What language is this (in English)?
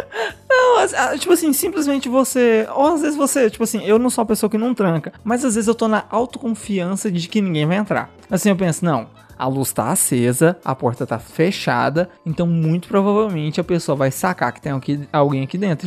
Portuguese